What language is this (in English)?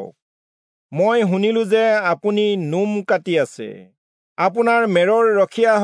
Assamese